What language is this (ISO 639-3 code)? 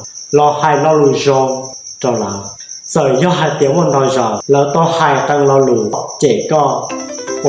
hmn